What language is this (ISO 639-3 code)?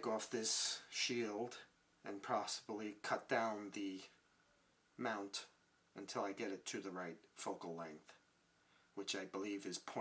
eng